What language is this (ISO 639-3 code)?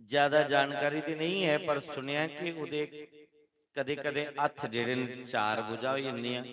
doi